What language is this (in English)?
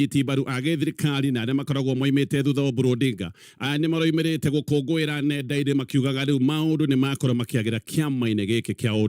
Kikuyu